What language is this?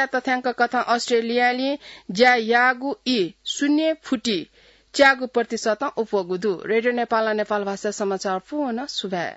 Newari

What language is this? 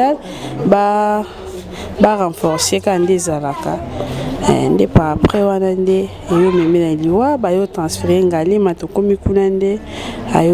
Lingala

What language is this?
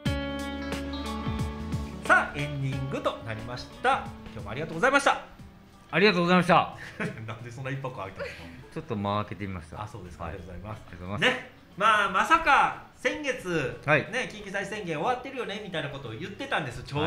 Japanese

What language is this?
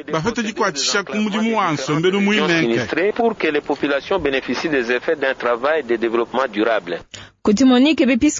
Luba-Lulua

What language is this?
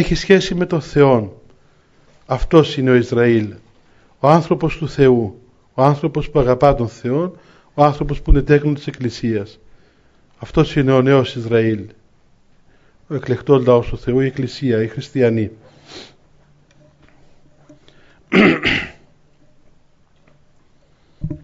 Greek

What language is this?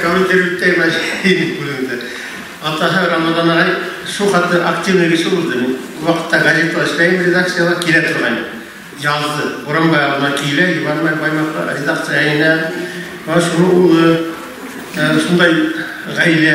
Bashkir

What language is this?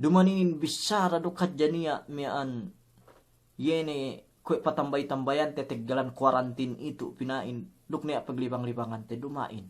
Yakan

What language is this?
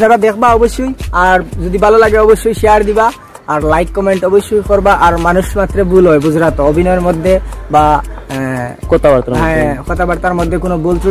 Sylheti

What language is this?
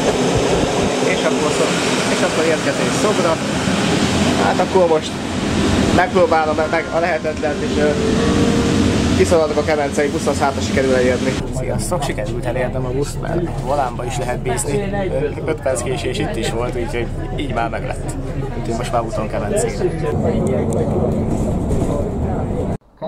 Hungarian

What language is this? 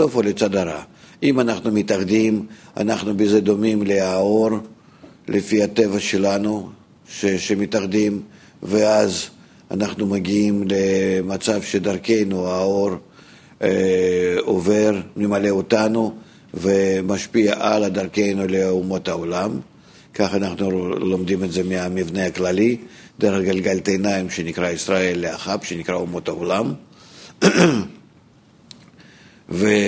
Hebrew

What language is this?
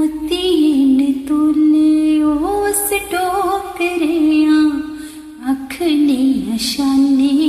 Dogri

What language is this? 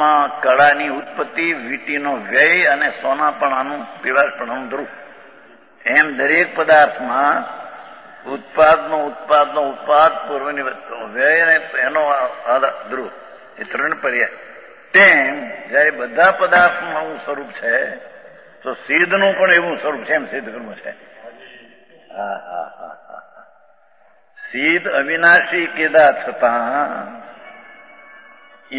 Gujarati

